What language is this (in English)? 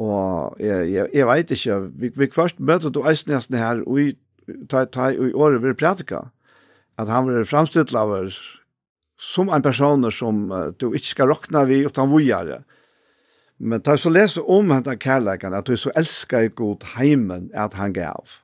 Faroese